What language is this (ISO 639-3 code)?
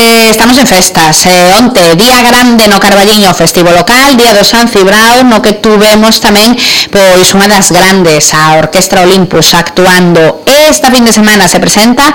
glg